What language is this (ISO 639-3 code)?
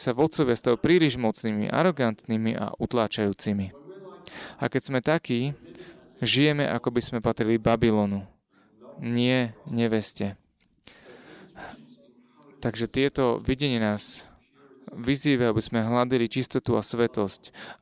slk